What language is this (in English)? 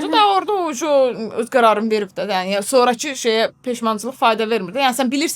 Azerbaijani